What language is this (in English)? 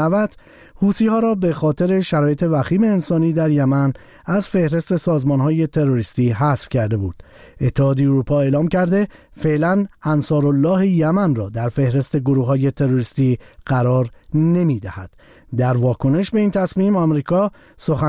Persian